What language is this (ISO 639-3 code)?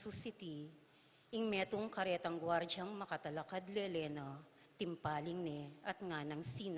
pam